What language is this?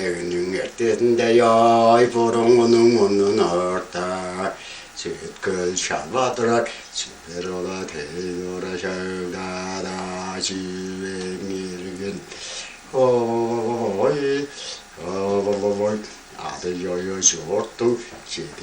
Tuvinian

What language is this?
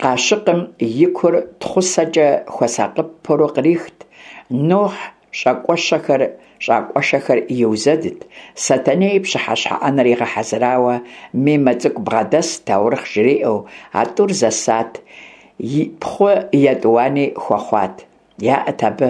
Kabardian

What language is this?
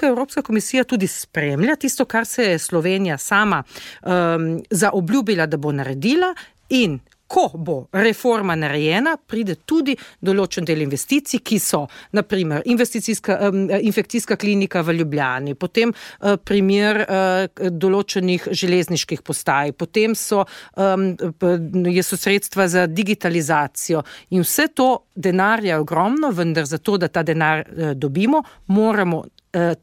Slovenian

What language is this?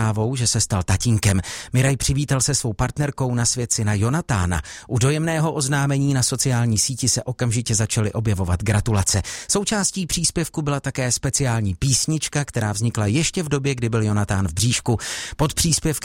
Czech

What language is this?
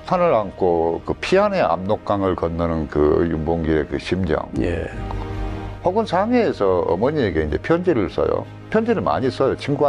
Korean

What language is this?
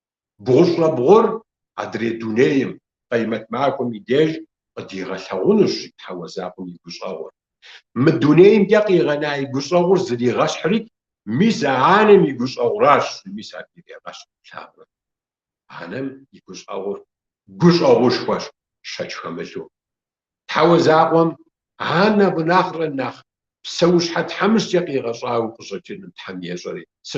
Kabardian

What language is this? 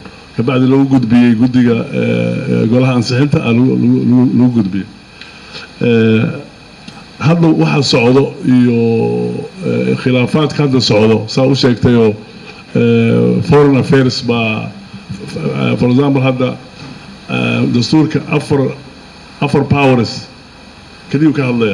Somali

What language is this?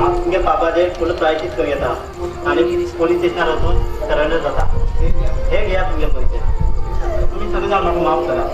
Konkani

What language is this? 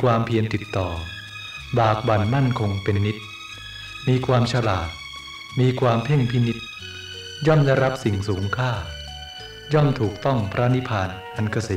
Thai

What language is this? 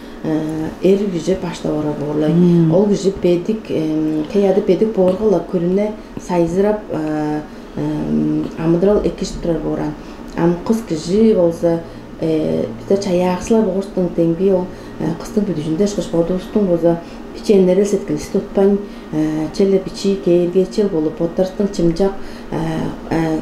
Tuvinian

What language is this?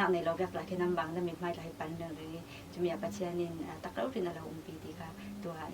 Falam Chin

